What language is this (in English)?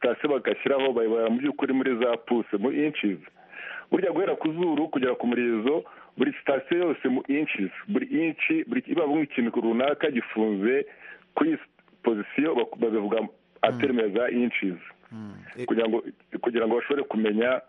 Kinyarwanda